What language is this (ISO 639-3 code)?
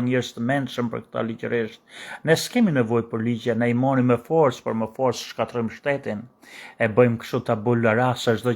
sqi